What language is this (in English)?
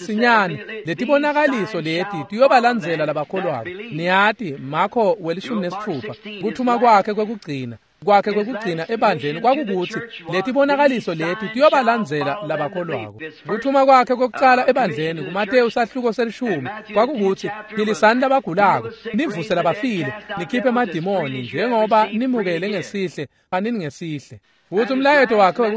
Swati